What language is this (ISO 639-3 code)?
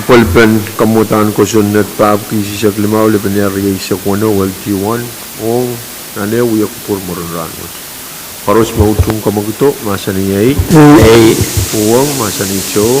pon